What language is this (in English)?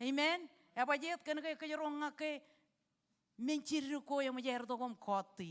Marshallese